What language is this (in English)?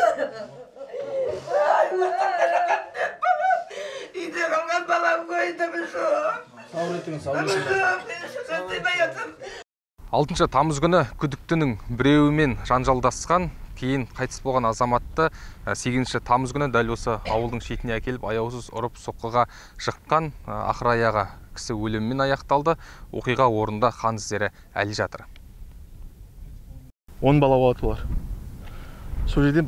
Kazakh